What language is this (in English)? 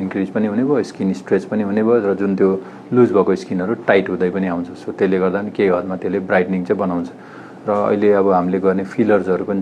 Nepali